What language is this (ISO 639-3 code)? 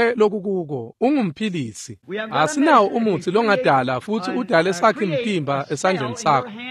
ssw